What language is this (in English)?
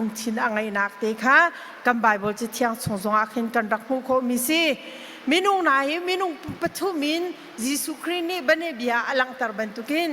Hakha Chin